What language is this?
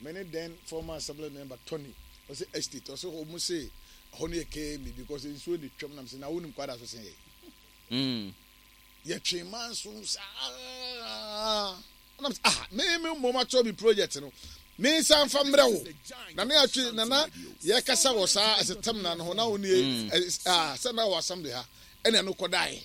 Akan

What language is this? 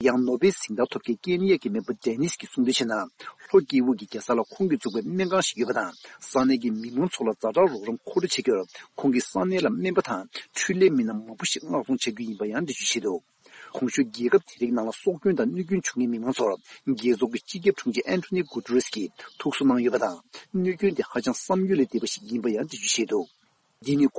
Tibetan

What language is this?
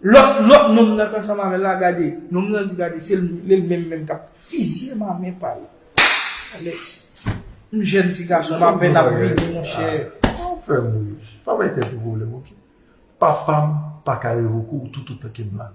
Haitian Creole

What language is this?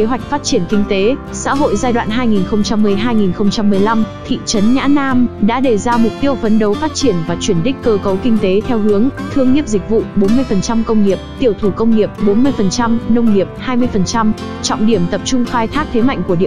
Vietnamese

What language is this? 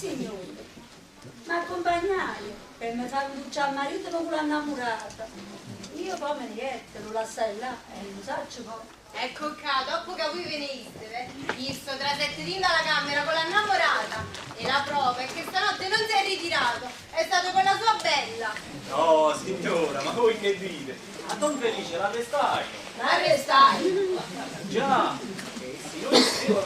Neapolitan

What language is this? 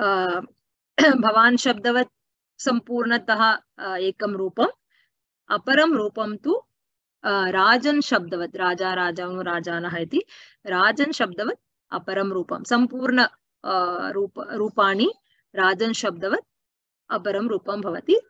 Sanskrit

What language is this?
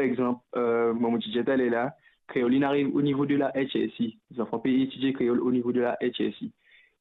Morisyen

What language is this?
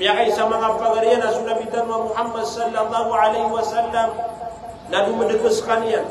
Maranao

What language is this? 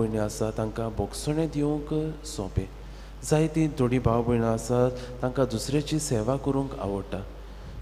Konkani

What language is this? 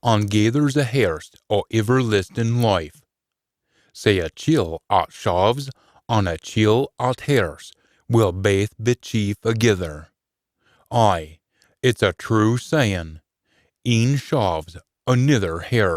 Scots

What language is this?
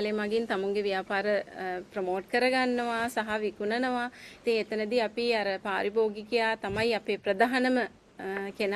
Sinhala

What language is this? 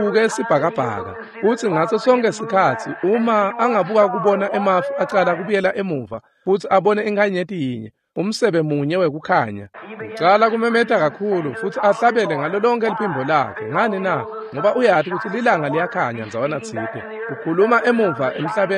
Swati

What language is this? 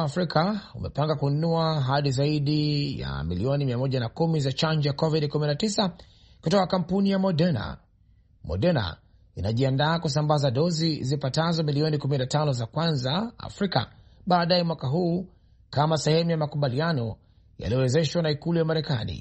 Swahili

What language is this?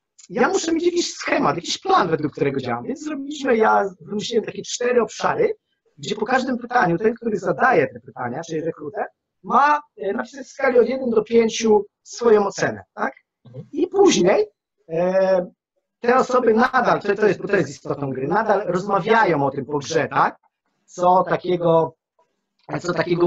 Polish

